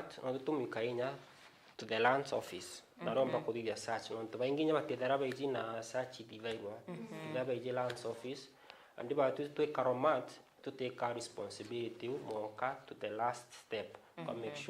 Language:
Meru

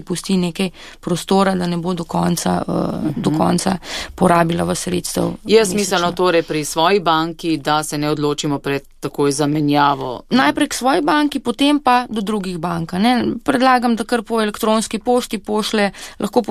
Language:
Slovenian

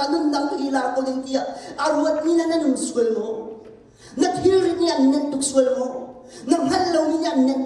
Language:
Hakha Chin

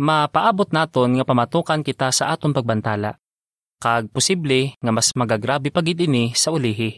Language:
Hiligaynon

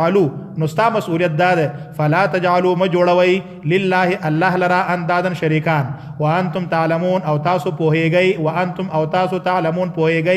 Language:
Pashto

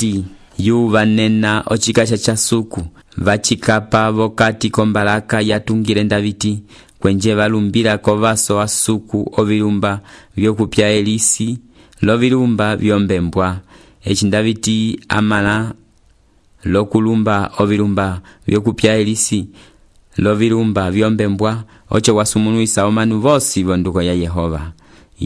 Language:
Umbundu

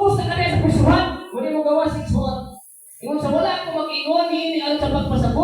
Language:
Cebuano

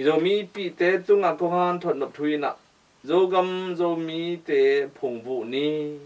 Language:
Tedim Chin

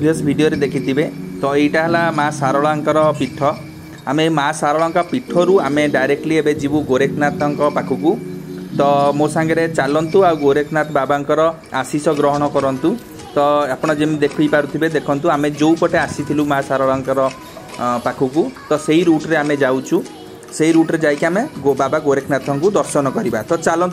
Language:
Odia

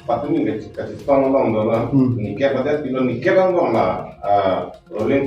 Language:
Karbi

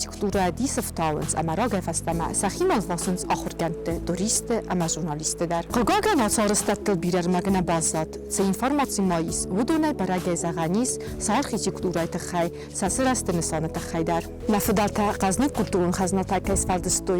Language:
Ossetic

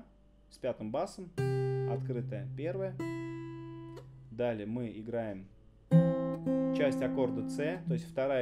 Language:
Russian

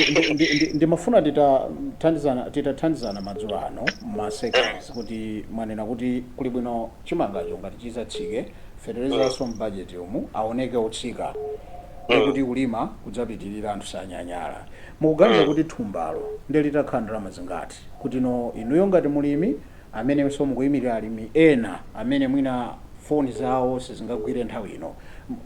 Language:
Nyanja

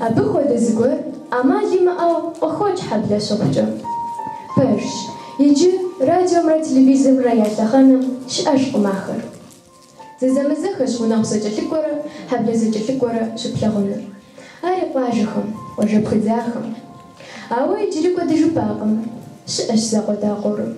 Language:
Kabardian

